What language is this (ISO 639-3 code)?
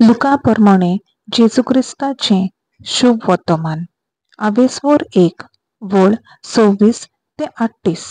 kok